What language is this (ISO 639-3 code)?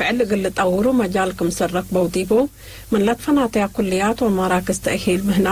tig